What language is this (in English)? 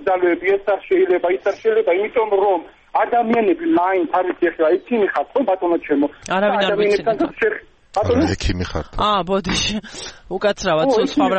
Georgian